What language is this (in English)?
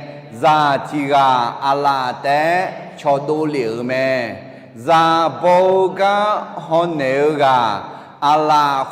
Akha